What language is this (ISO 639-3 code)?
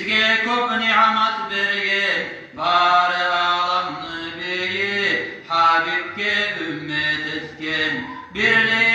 kum